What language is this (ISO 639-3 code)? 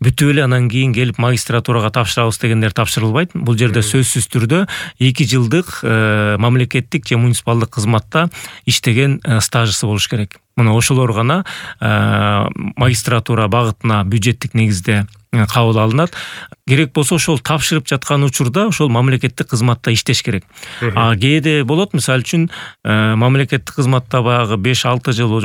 kir